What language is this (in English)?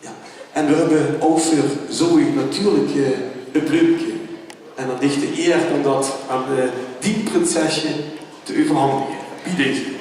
Limburgish